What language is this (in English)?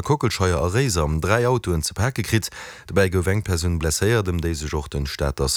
Luxembourgish